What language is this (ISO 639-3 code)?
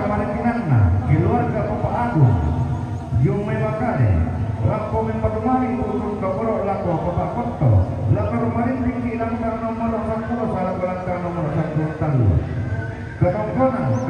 sda